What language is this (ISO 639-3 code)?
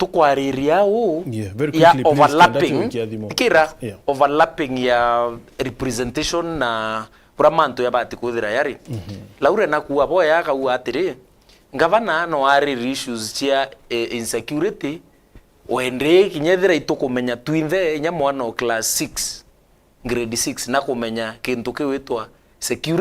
mer